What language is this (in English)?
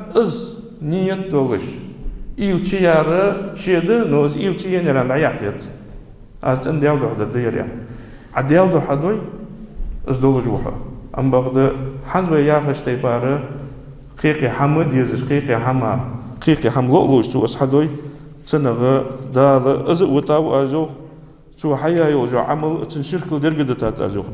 Ingush